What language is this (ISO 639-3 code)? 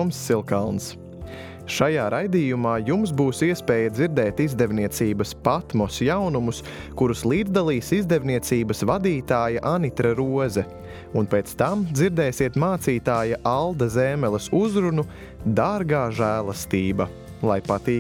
lav